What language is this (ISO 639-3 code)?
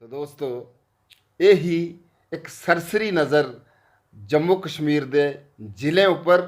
doi